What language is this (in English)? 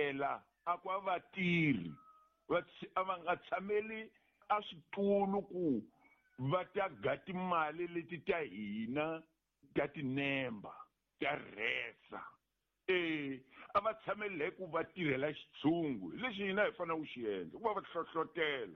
Tsonga